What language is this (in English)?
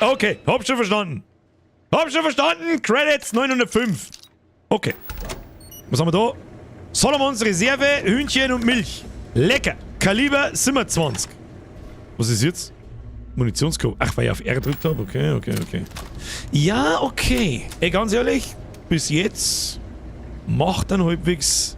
Bavarian